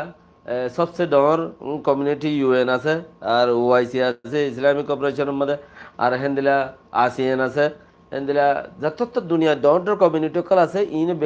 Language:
Rohingya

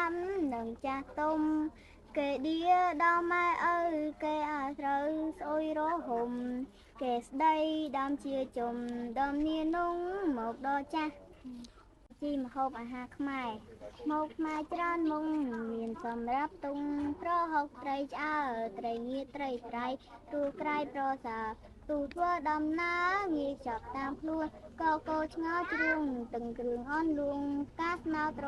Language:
Khmer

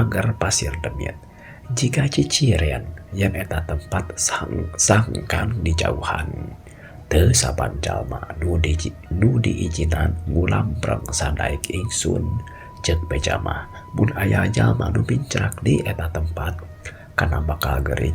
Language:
Sundanese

